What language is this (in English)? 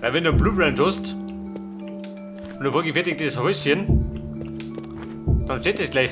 Bavarian